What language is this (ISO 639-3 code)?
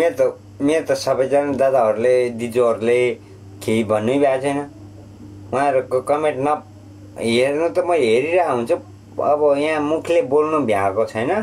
nep